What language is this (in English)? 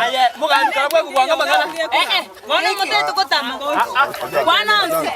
Gusii